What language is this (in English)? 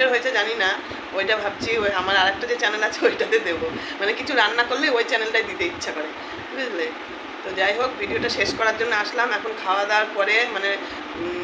Bangla